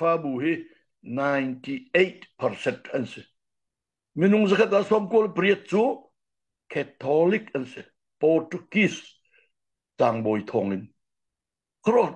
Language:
Hakha Chin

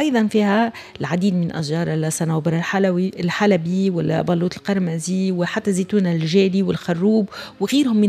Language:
Tunisian Arabic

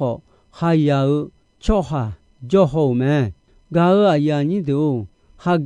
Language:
Akha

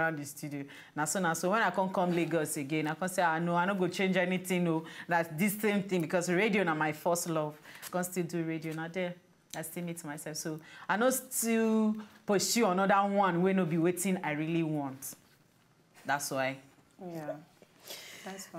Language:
Nigerian Pidgin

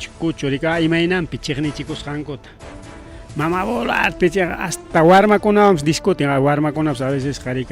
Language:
Ayacucho Quechua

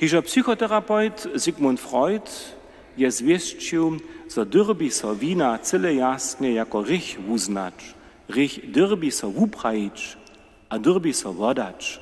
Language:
Upper Sorbian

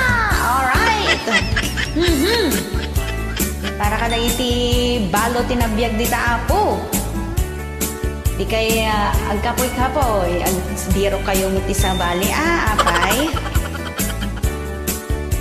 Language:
Iloko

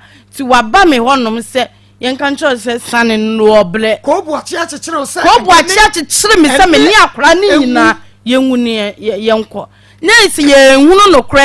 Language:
Akan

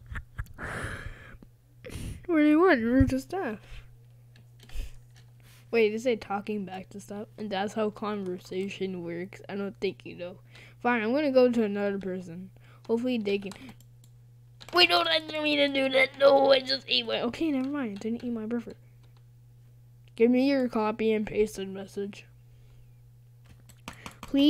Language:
English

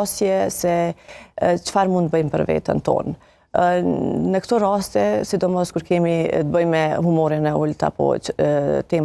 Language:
Albanian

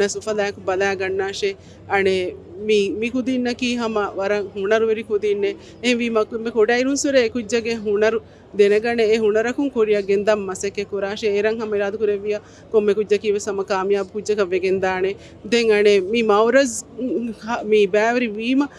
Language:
Divehi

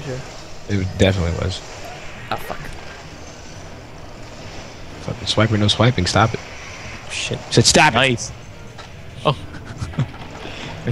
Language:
English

